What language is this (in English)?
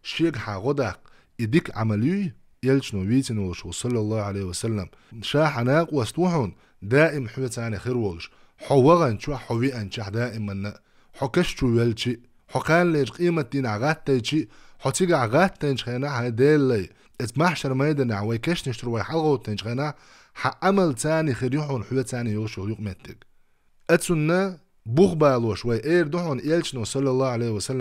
Chechen